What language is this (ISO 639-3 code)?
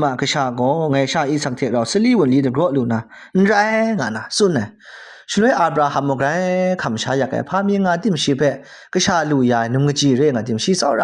kac